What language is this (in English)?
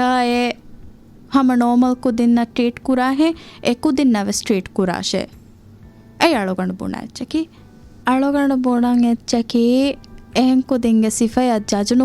Divehi